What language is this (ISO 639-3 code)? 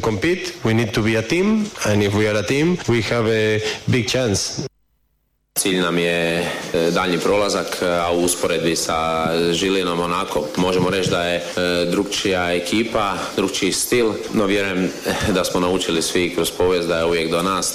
hrv